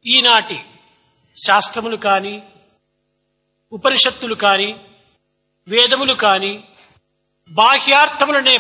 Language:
Telugu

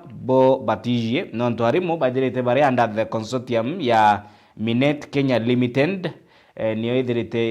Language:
Meru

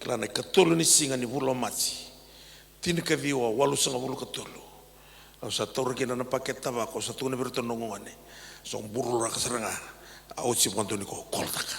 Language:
Fijian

